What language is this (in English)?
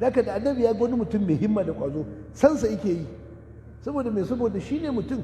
Hausa